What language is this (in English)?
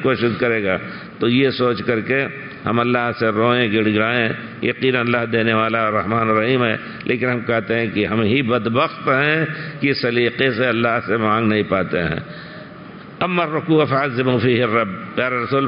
Urdu